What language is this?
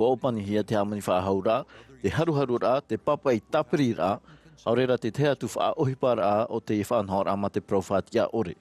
Tahitian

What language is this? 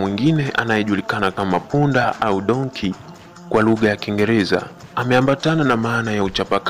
Swahili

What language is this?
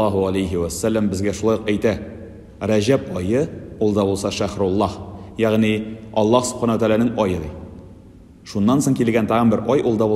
Tatar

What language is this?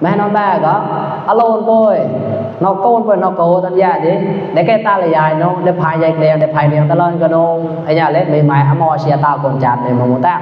Mon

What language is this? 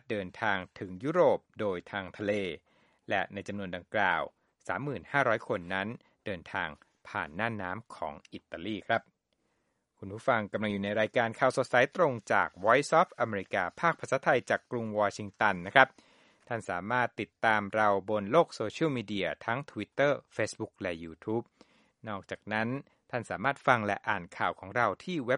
Thai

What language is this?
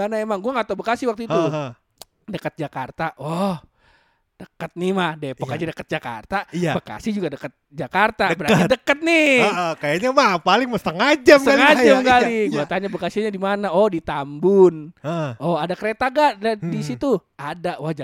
Indonesian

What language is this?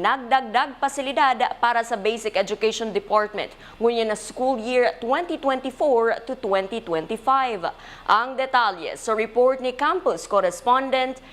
Bikol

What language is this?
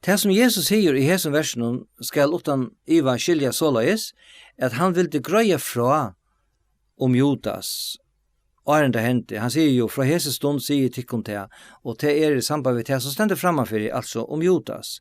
Faroese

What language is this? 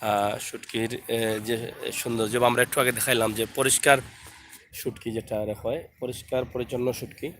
Sylheti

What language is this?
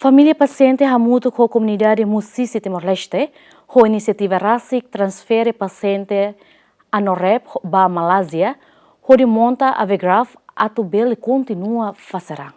Tetum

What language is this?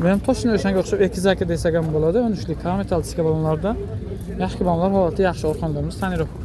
Uzbek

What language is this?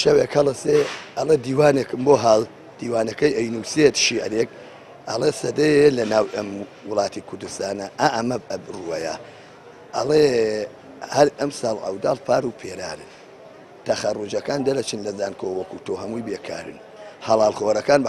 Central Kurdish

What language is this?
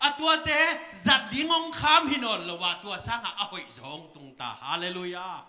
Tedim Chin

